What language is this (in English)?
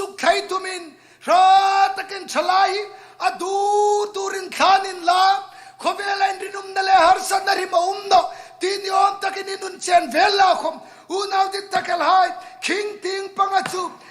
Hmar